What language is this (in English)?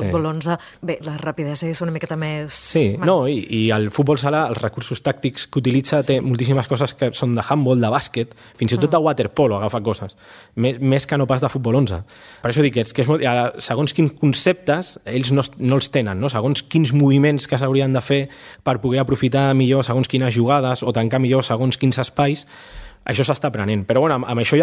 Catalan